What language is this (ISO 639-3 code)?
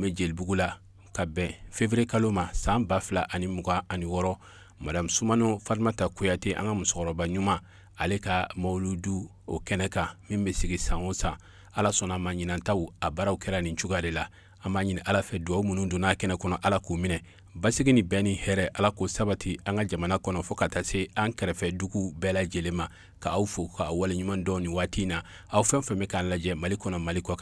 bam